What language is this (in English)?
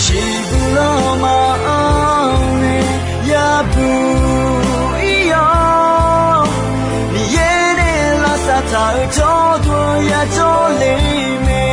Akha